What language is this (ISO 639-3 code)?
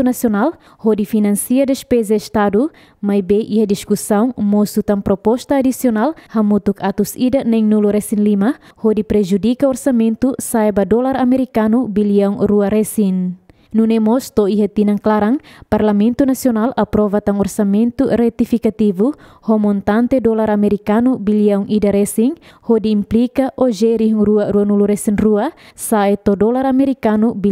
tet